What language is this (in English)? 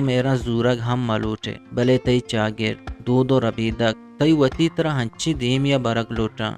Eastern Balochi